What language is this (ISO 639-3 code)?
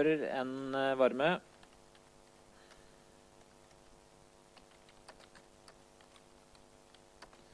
nor